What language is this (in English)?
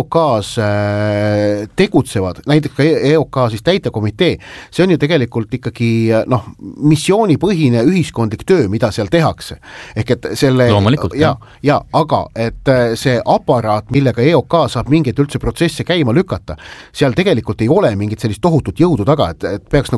Estonian